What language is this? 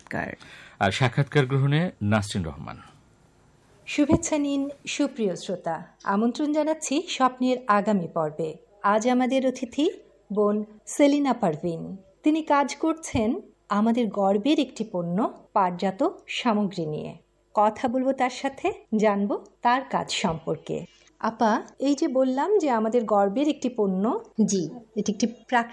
Bangla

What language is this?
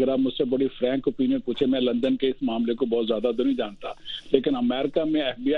Urdu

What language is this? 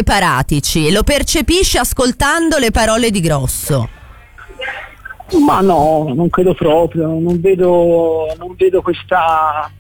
Italian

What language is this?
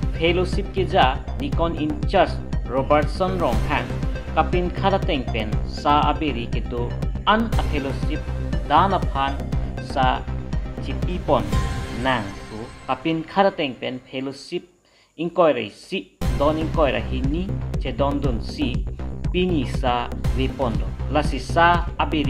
Karbi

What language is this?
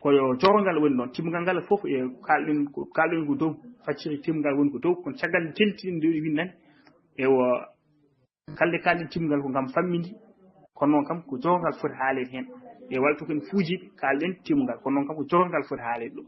Fula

